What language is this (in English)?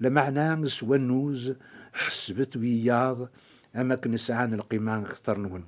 Kabyle